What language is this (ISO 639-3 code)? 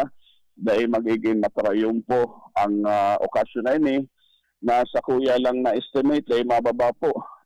bik